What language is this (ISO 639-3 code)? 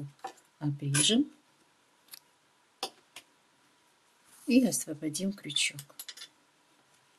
rus